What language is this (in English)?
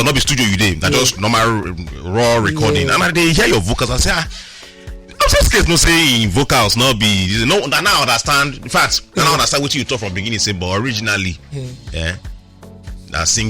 Nigerian Pidgin